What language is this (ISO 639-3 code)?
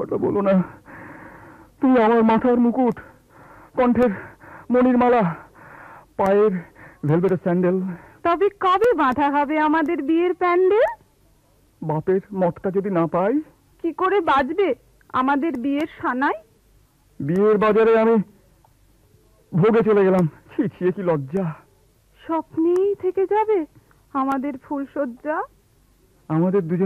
ben